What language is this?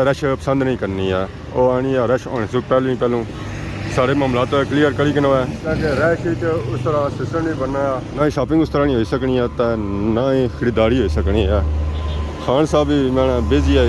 Pahari-Potwari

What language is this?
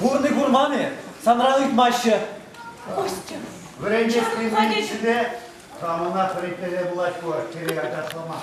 Chuvash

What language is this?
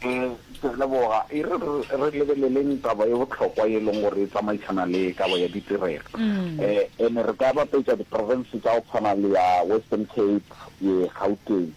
Northern Sotho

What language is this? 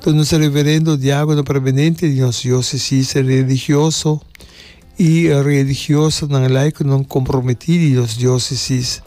Papiamento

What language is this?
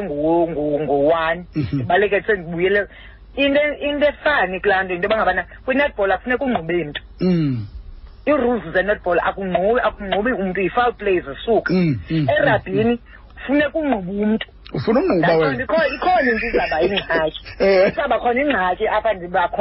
Xhosa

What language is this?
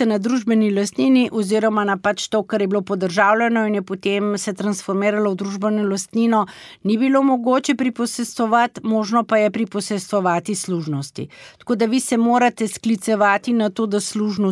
Slovenian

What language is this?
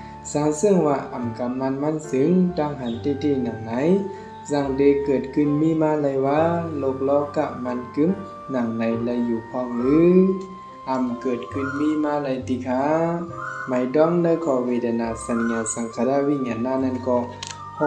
Shan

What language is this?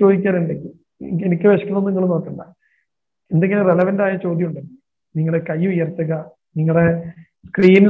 Malayalam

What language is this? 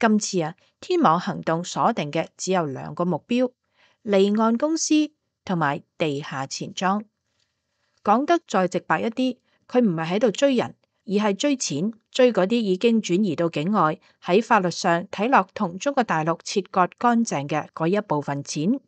Cantonese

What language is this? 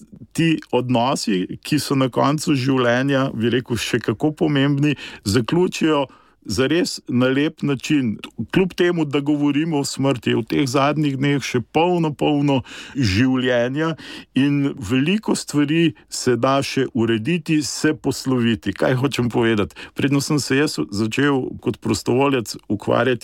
Slovenian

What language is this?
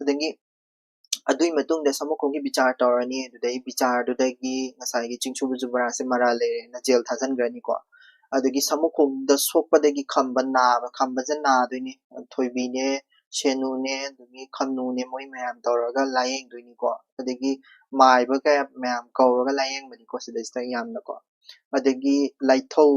Manipuri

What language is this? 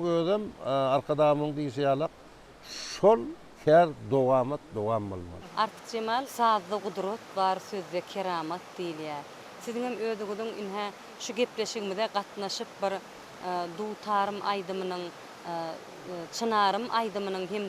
Turkmen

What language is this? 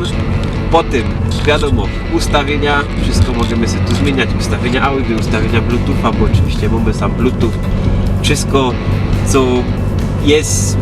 Silesian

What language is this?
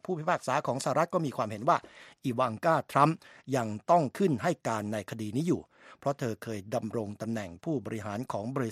Thai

